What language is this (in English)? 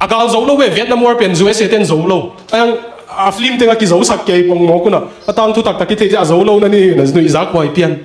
Tedim Chin